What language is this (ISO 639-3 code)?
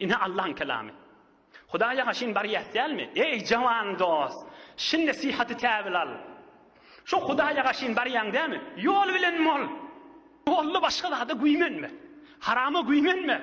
tuk